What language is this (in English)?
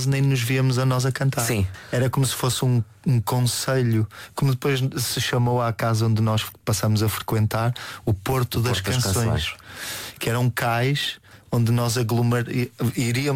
Portuguese